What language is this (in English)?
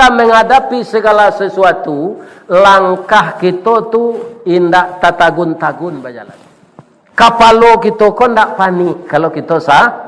Minangkabau